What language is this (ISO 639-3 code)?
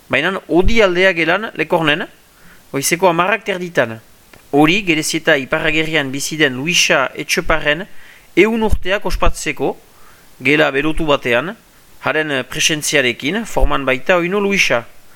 eus